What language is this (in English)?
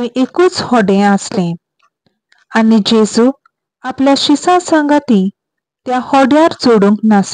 Konkani